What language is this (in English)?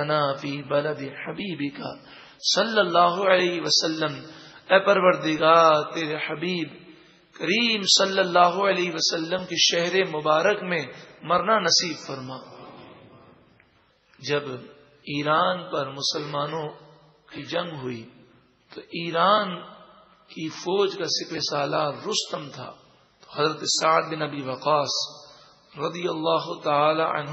Urdu